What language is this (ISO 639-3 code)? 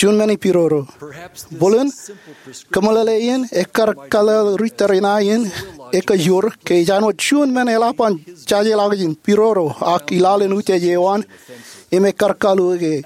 mah